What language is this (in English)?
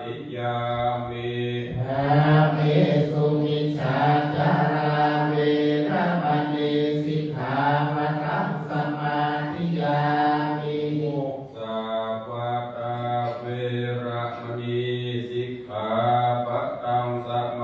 Pali